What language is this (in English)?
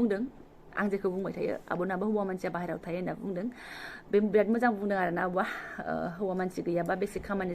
Bodo